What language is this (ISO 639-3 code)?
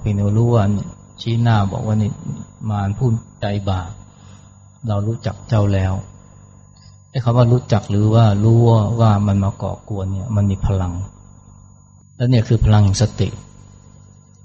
tha